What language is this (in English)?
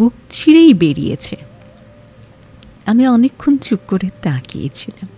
Bangla